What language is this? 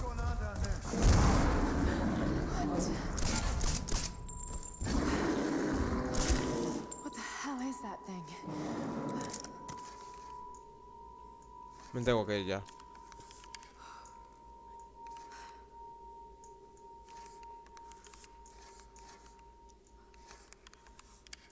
Spanish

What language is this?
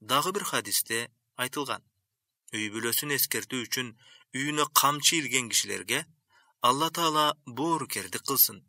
Kyrgyz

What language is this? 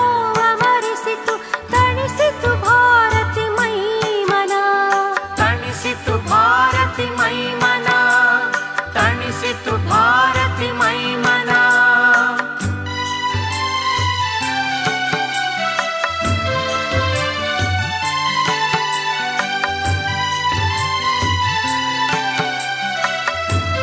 Kannada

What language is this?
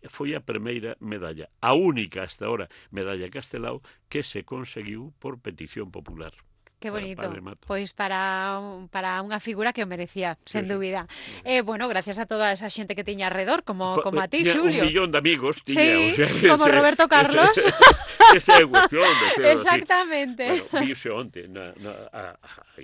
Galician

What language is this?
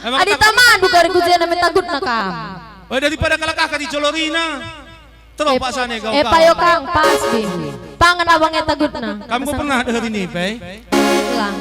Batak Karo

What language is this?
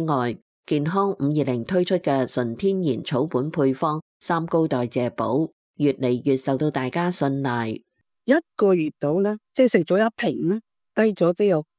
Cantonese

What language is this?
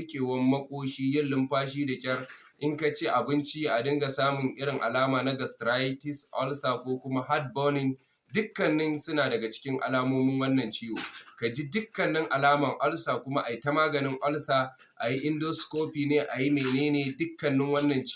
Hausa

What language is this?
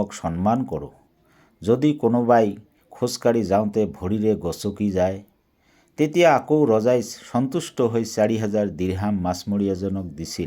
Assamese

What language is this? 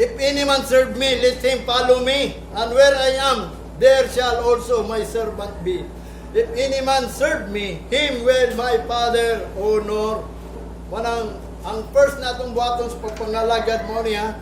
Cebuano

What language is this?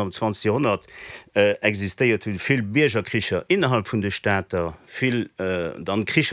Luxembourgish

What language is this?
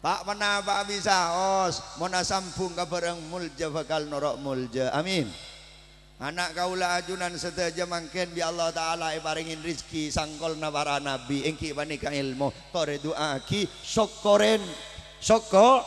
Madurese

